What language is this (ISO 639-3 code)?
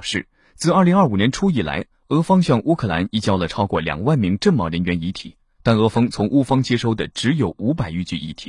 zho